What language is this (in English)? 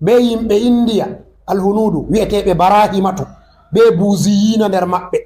Fula